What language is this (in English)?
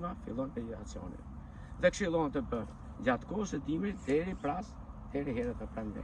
Albanian